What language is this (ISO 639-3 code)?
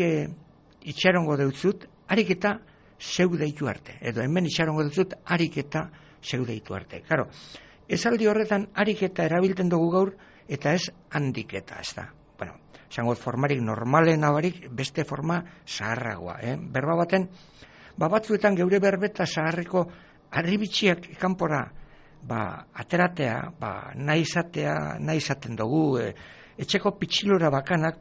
eus